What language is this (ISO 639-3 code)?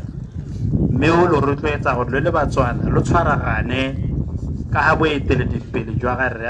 tsn